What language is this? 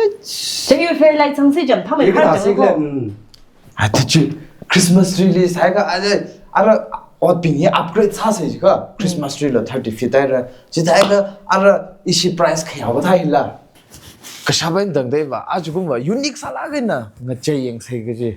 Tangkhul Naga (India)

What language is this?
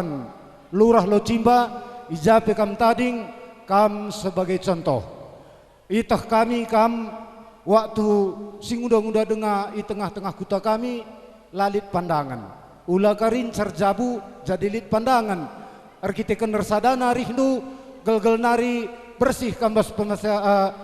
Batak Karo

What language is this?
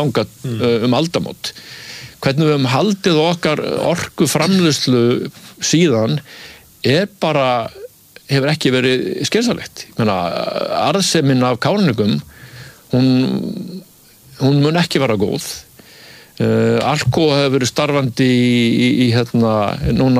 Icelandic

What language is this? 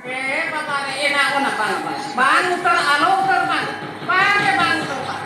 Santali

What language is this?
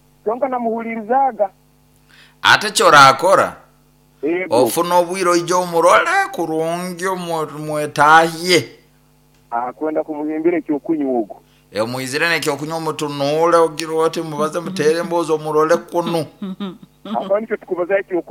Nyoro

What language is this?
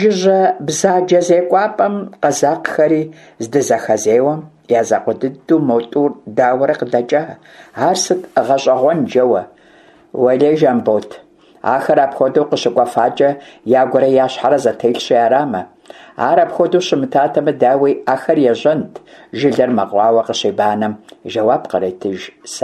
Kabardian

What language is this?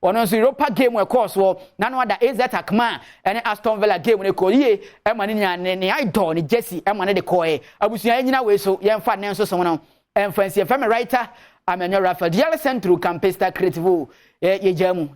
Akan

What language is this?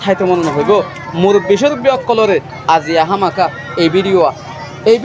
Rohingya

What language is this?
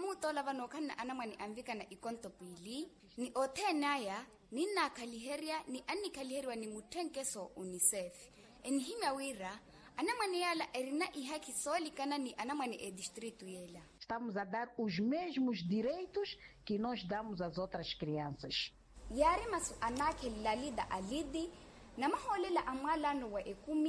Makhuwa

